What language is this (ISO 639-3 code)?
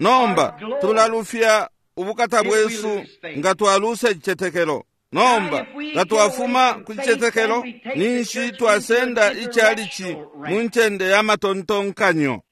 bem